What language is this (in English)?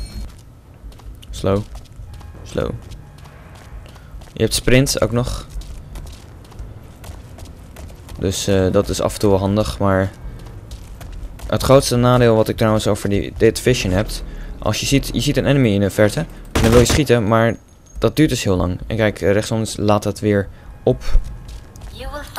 Dutch